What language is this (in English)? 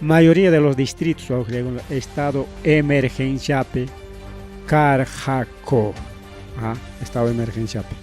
Ayacucho Quechua